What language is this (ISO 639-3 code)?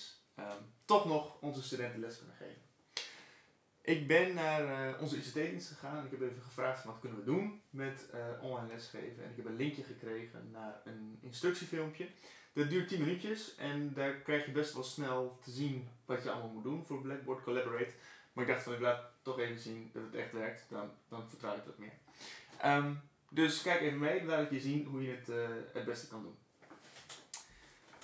nld